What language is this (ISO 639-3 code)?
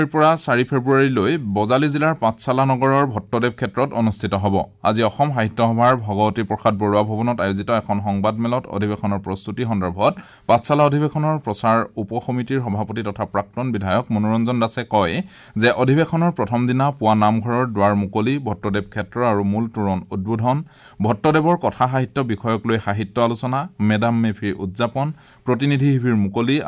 asm